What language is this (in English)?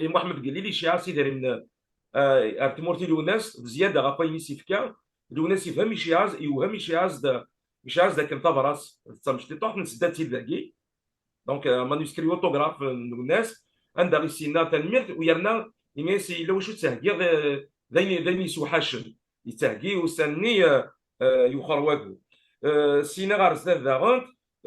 Kabyle